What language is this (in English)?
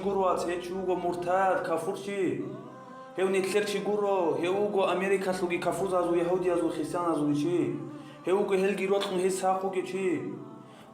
Avaric